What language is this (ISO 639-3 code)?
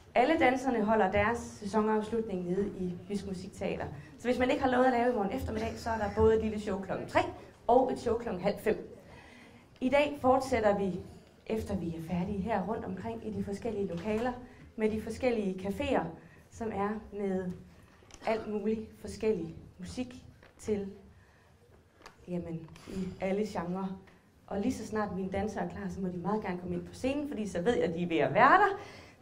dan